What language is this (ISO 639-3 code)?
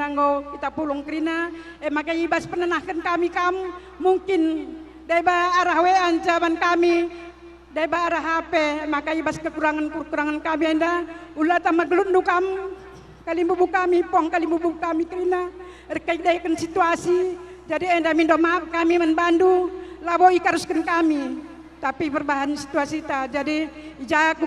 btx